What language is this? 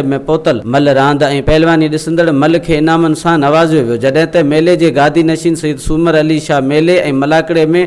Sindhi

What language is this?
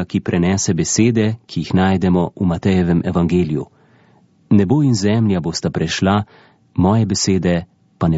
Slovenian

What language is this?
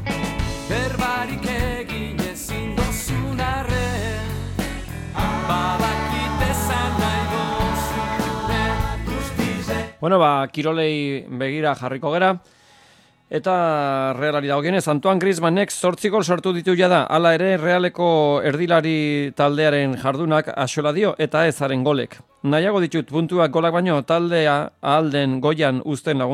Basque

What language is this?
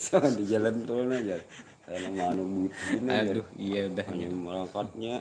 Banjar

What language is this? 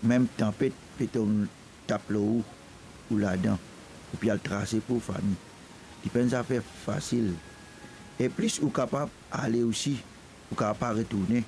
Morisyen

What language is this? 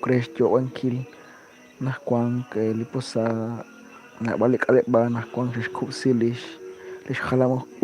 Kekchí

